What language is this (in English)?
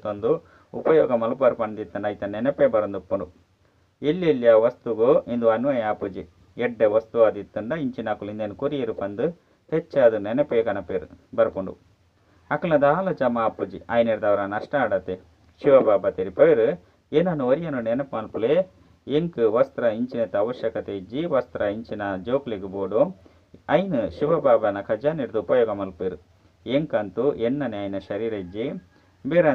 Tulu